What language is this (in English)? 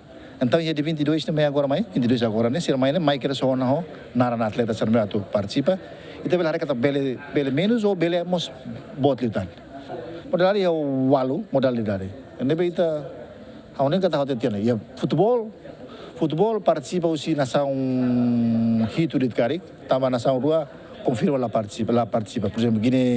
Tetum